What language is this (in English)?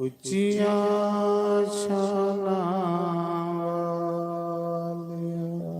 Dogri